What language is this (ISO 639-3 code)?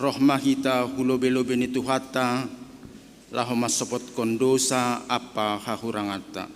bts